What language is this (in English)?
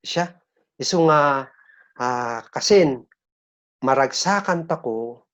Kankanaey